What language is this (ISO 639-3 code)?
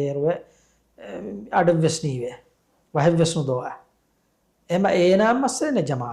div